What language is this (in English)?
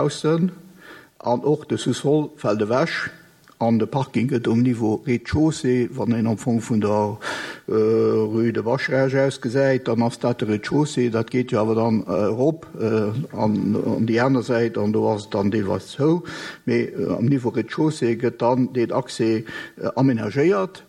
Luxembourgish